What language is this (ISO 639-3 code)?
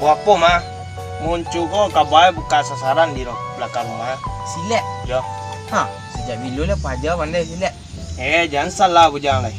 min